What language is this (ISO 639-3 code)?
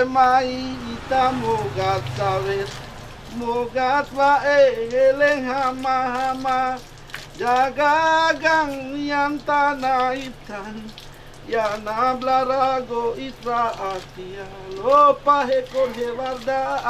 glg